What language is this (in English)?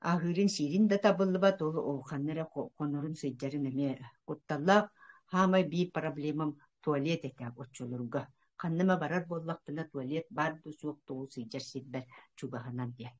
Yakut